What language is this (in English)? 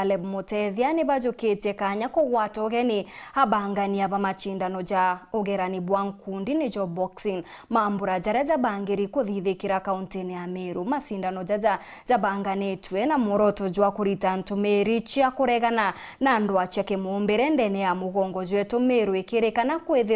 Meru